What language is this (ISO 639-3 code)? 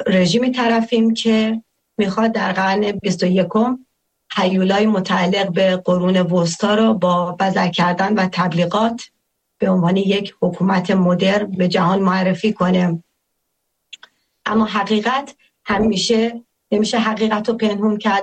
fas